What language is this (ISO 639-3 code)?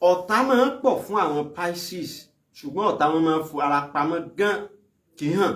yor